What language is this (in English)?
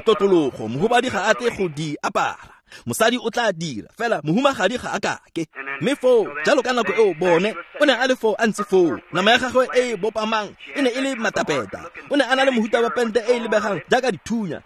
Tswana